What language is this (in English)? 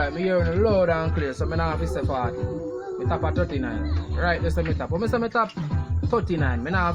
Jamaican Creole English